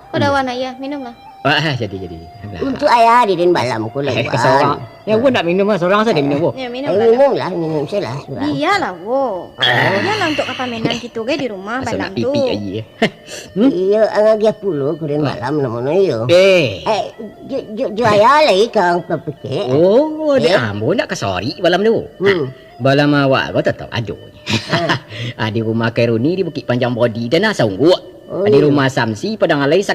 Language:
Minangkabau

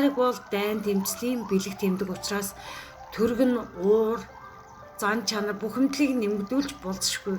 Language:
Mongolian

